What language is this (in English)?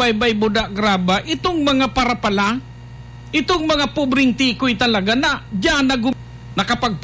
Bikol